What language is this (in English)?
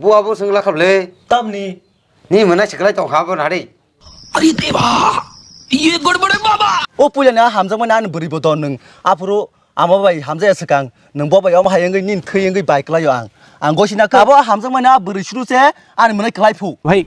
Kok Borok